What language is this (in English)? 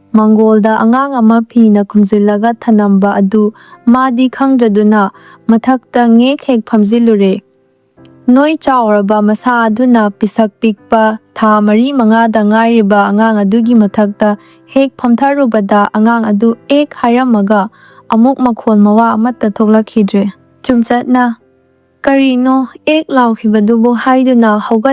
Manipuri